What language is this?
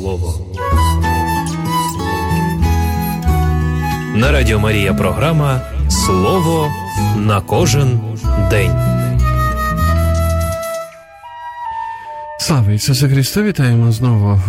Ukrainian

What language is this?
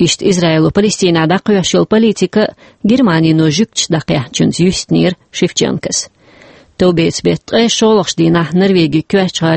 Chechen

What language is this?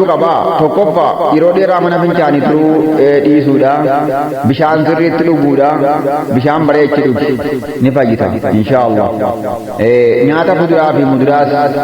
Oromo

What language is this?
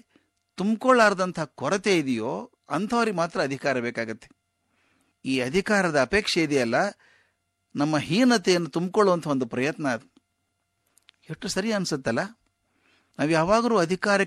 Kannada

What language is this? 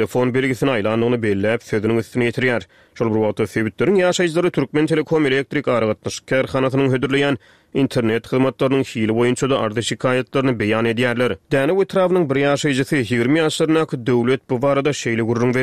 Turkmen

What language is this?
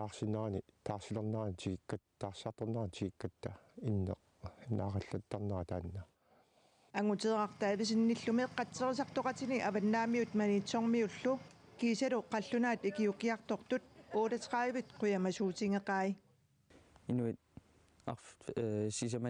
Kalaallisut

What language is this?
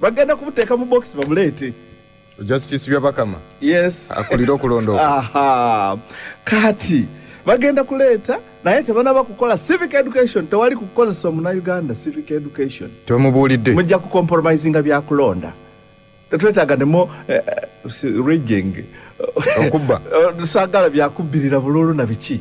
Ganda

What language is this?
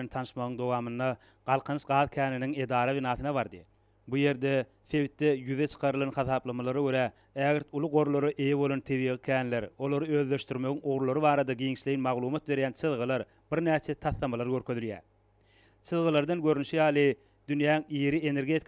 Turkmen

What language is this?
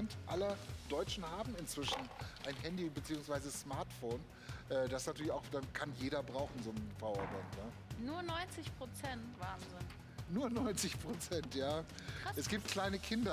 German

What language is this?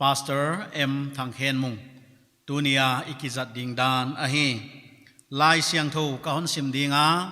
Paite Chin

